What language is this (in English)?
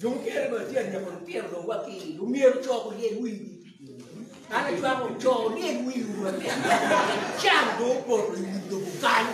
Acoli